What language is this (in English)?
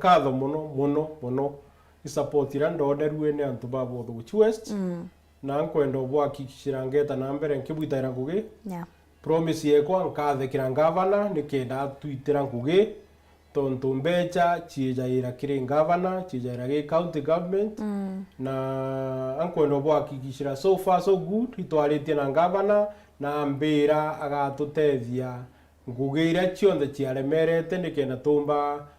Meru